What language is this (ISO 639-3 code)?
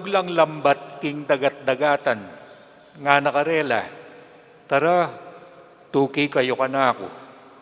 pam